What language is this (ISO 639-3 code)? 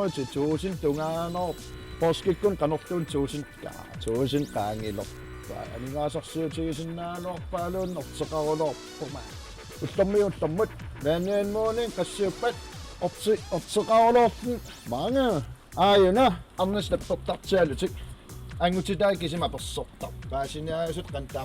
kal